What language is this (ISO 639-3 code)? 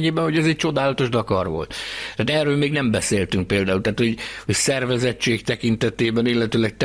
hun